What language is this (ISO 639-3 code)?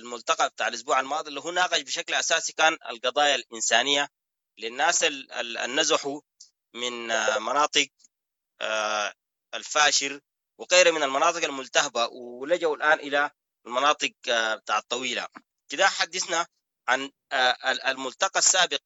apd